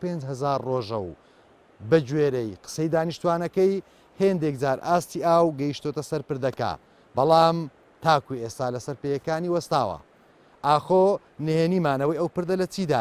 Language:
Central Kurdish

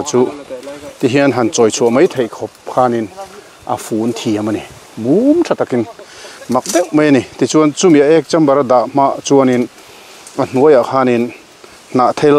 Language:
Mizo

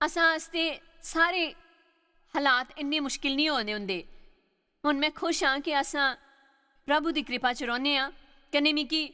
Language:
Dogri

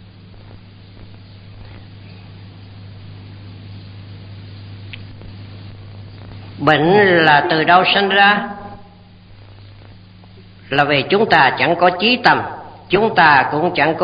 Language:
Vietnamese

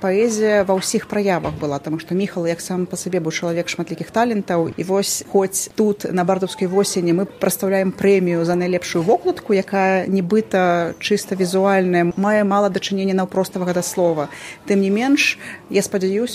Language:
Belarusian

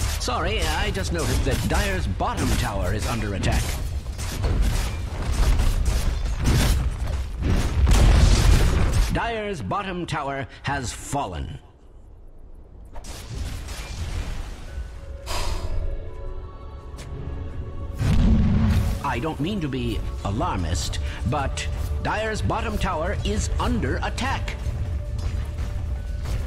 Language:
English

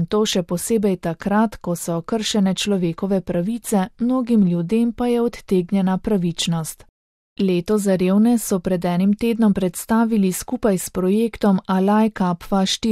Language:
Slovenian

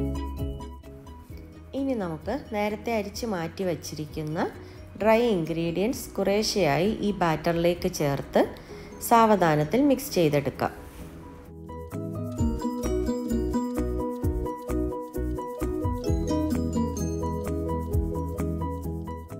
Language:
Malayalam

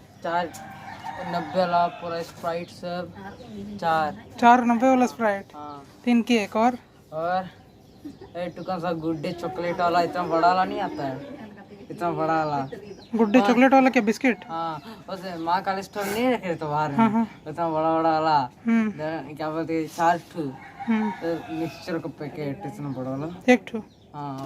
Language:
Santali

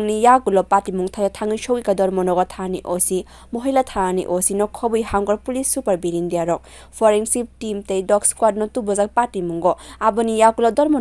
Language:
Kok Borok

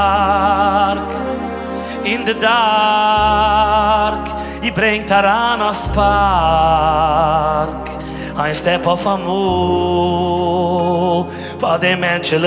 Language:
Yiddish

